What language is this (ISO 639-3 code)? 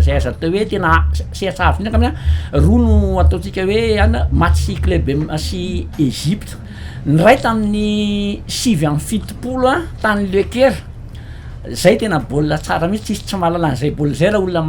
mlg